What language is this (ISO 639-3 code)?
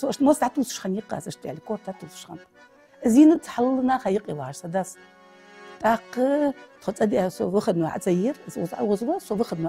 inh